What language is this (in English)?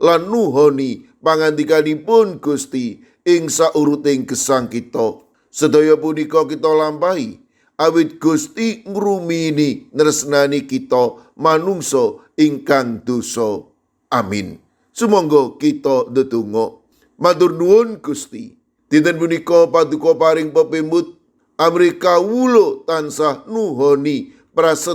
Javanese